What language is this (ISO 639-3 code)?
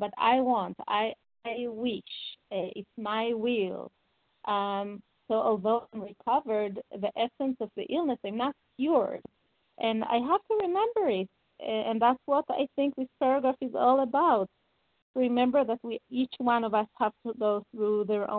eng